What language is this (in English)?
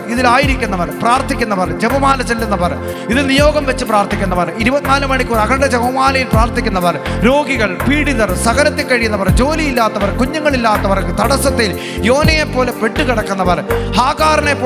Malayalam